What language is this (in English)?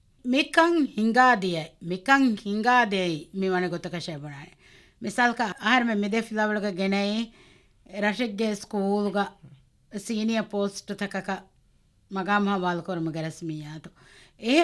Divehi